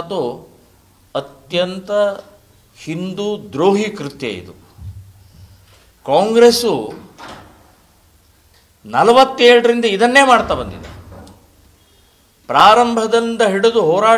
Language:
Kannada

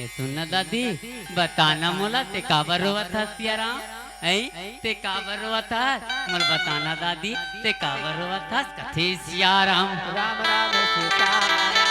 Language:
Chhattisgarhi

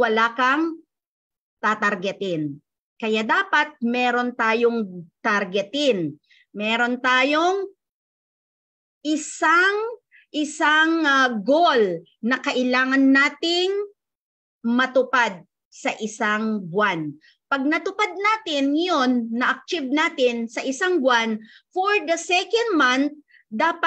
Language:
Filipino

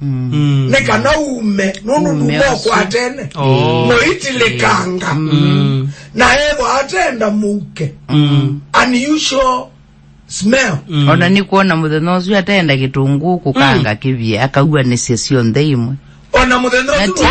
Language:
Kamba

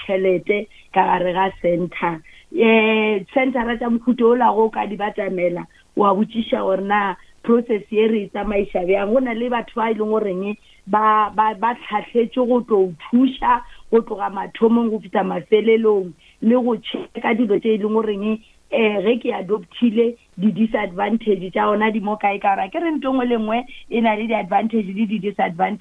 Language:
Northern Sotho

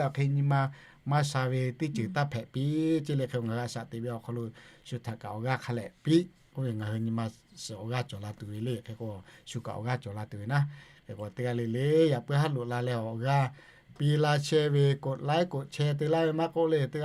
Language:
Lahu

